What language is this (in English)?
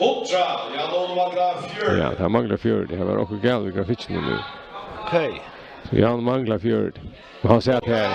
Faroese